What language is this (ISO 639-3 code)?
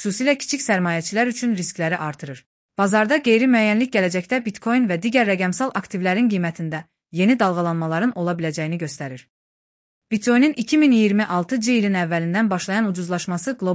aze